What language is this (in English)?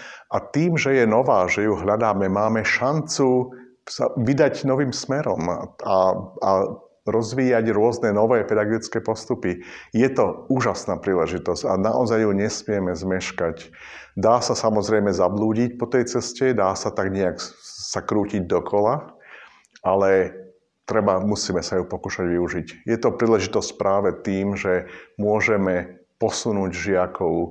Slovak